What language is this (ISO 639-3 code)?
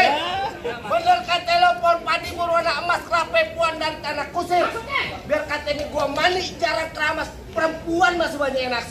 bew